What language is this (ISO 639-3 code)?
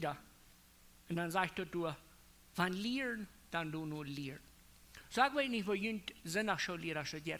pdt